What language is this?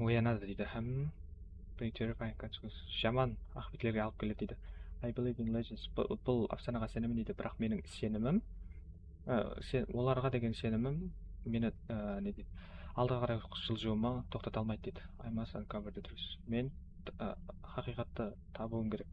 Kara-Kalpak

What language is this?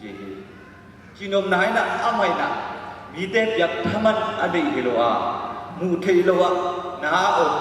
Tedim Chin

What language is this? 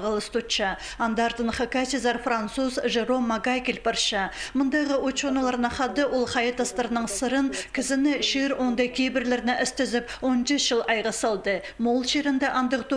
Khakas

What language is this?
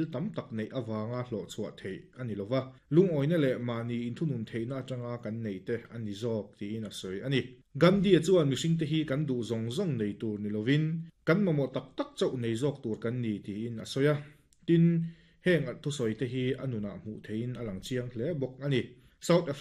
Mizo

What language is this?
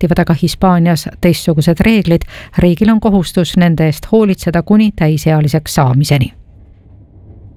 Estonian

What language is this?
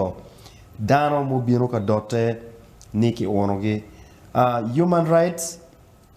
Acoli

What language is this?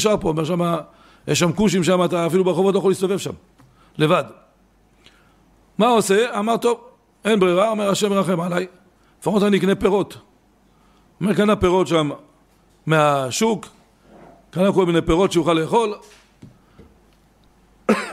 Hebrew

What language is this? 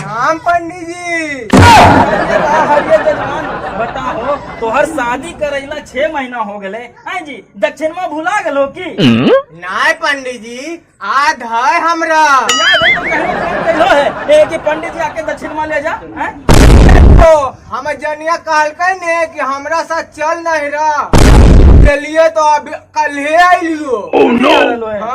Magahi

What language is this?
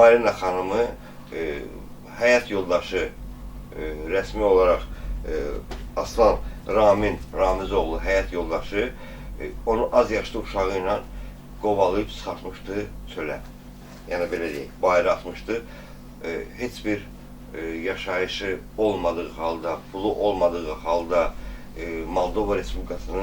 Azerbaijani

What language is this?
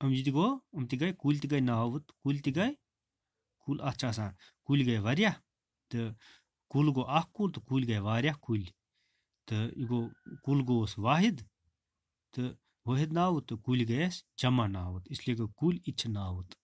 Kashmiri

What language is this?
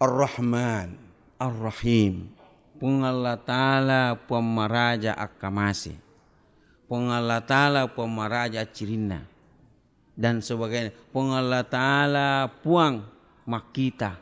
Buginese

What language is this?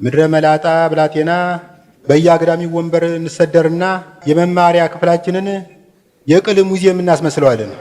Amharic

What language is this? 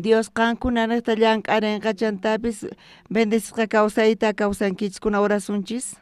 South Bolivian Quechua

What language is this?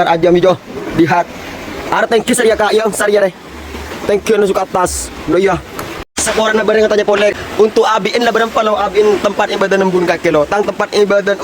Madurese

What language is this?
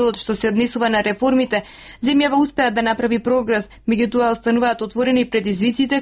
Macedonian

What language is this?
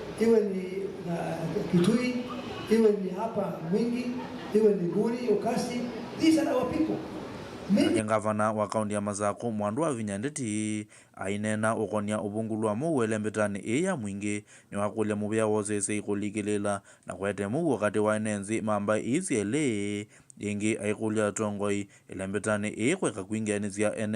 Kamba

